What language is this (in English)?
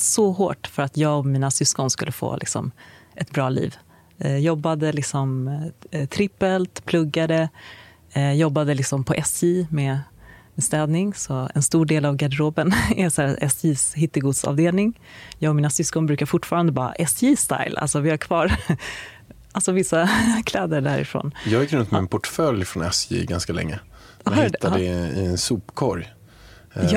Swedish